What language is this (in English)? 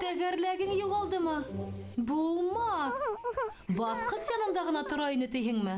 Bashkir